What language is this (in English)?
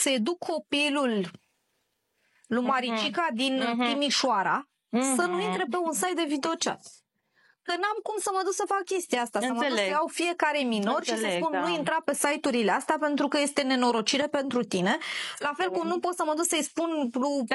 Romanian